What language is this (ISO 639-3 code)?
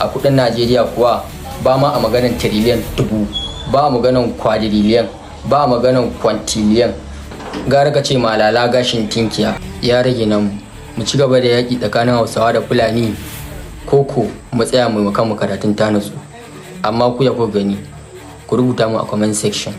hau